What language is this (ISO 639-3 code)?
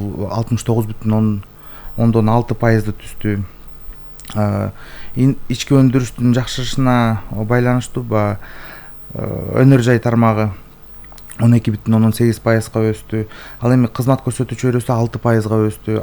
kir